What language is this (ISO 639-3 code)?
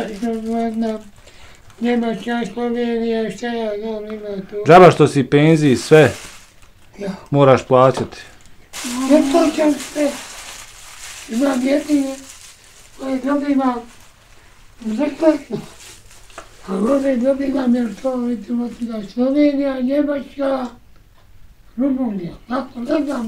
bos